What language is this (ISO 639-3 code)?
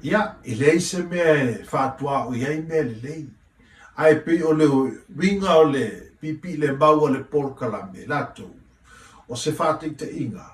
smo